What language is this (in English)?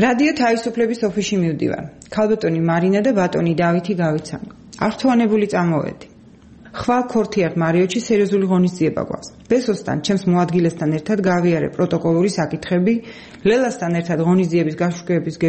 Georgian